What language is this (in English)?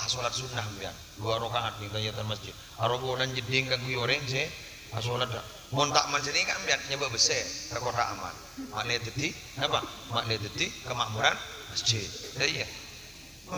Madurese